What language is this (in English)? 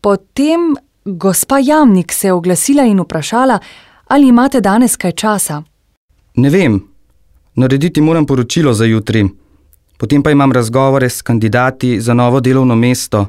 Slovenian